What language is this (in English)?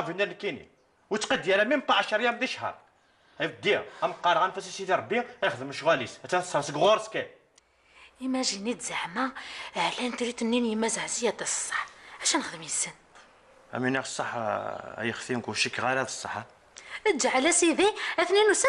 Kabyle